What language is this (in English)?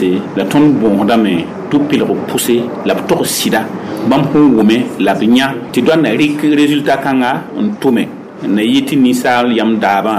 Mossi